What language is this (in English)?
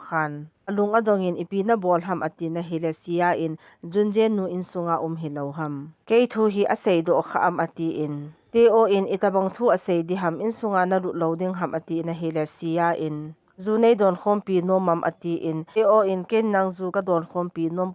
Thado Chin